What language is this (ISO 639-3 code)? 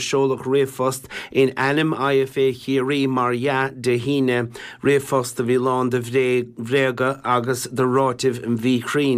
gle